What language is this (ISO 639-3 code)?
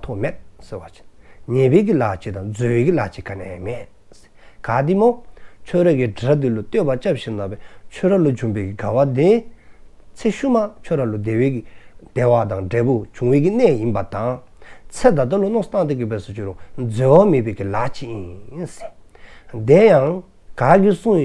dzo